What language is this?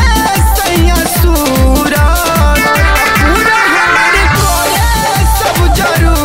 Bhojpuri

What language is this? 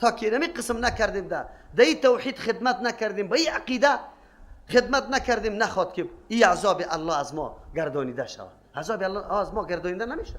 Persian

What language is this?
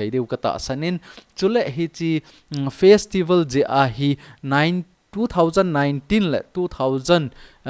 Thado Chin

